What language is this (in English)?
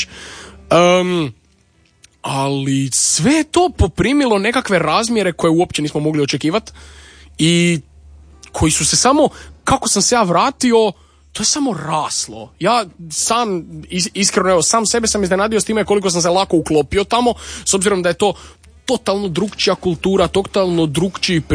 Croatian